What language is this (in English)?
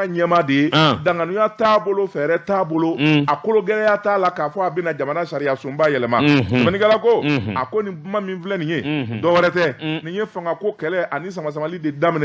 Bambara